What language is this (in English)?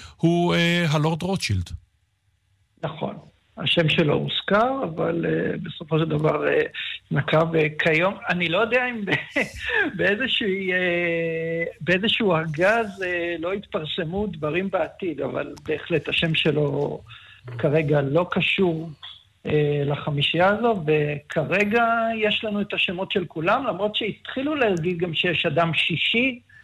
Hebrew